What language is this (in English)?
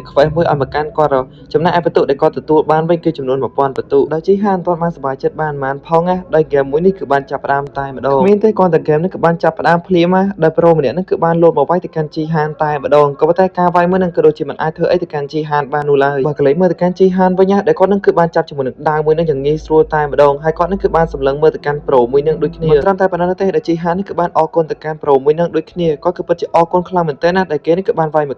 Khmer